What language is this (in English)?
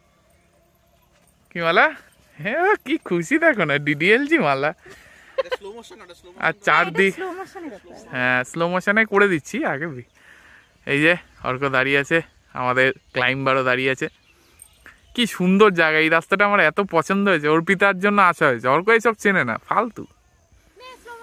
Bangla